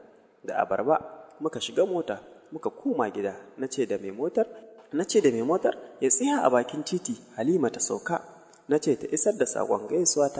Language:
Hausa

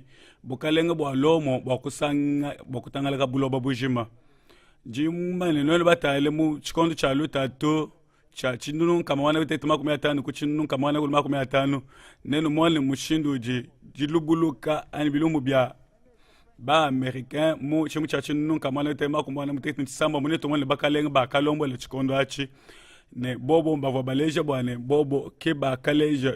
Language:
Luba-Lulua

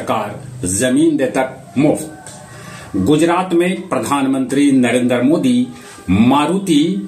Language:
Magahi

